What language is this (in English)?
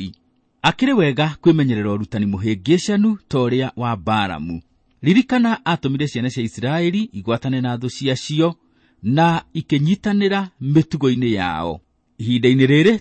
Kikuyu